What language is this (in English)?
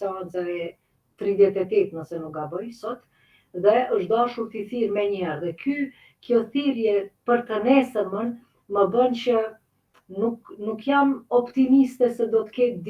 Albanian